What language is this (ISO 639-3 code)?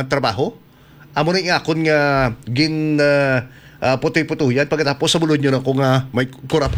hil